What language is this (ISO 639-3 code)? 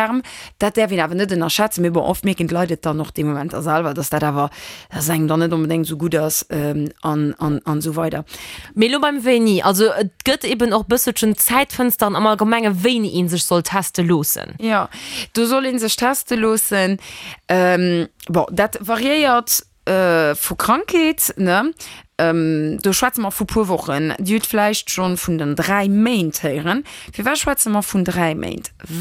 ltz